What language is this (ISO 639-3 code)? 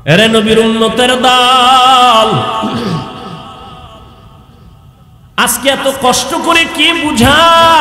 ben